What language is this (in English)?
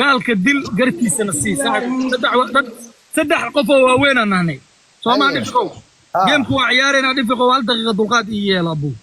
Somali